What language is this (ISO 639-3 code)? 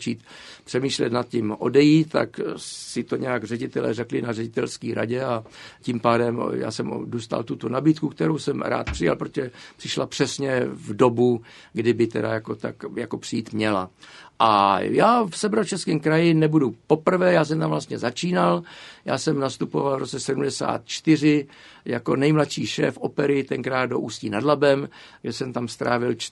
ces